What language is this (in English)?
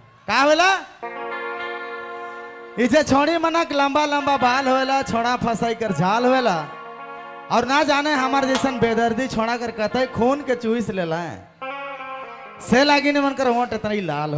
Bhojpuri